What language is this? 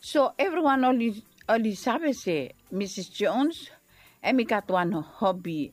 Bislama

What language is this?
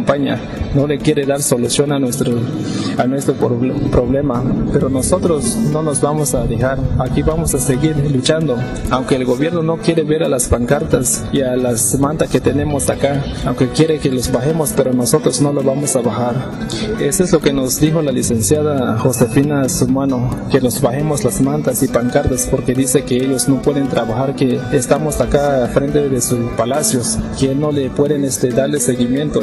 Spanish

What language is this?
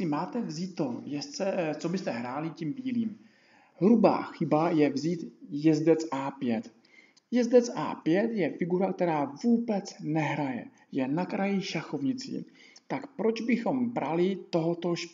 Czech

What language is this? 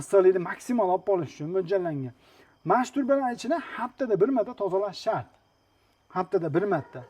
Uzbek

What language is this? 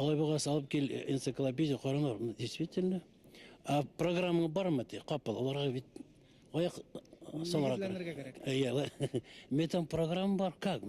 Bashkir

